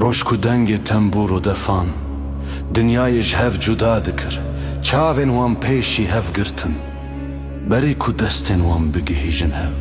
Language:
Kurdish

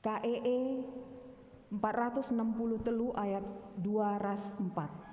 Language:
Batak Karo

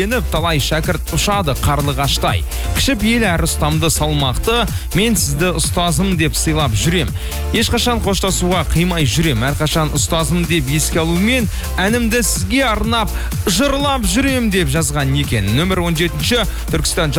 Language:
Kazakh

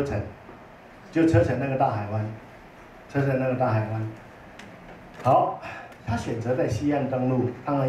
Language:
Chinese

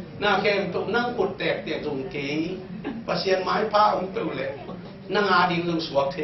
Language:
Tedim Chin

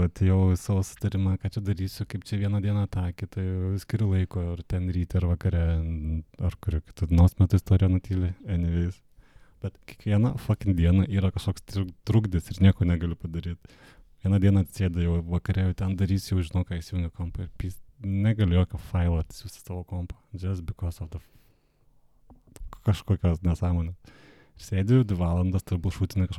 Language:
Lithuanian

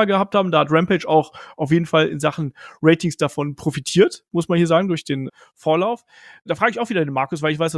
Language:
German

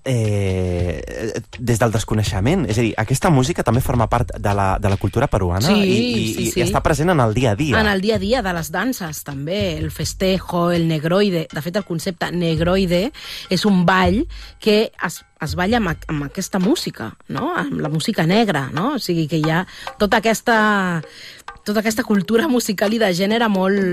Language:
Catalan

